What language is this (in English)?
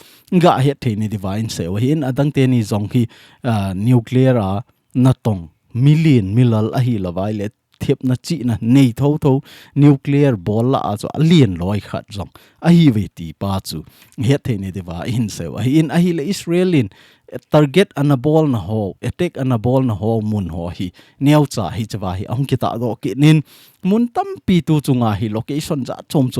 Thado Chin